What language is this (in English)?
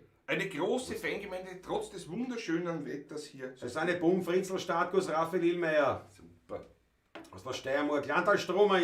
Bavarian